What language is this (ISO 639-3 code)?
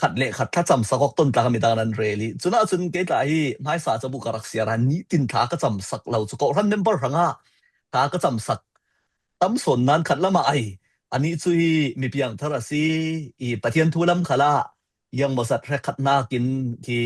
cfm